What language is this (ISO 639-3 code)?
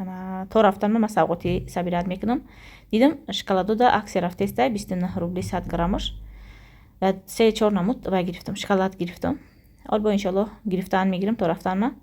tgk